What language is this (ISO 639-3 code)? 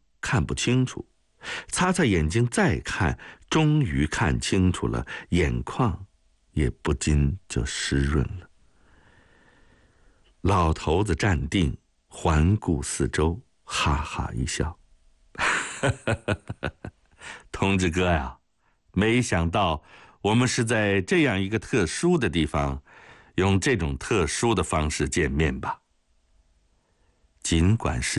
zho